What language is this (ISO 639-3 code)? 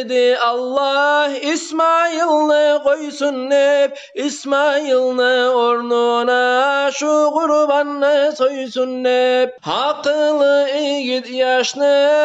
kum